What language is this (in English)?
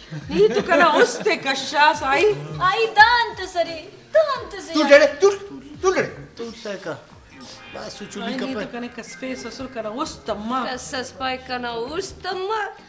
Brahui